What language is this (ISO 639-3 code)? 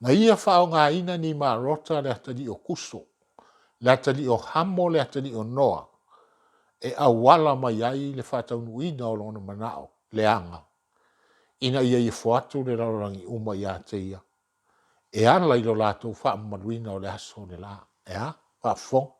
smo